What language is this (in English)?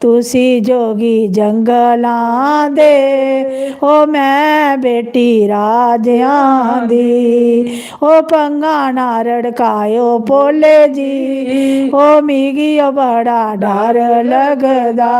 Dogri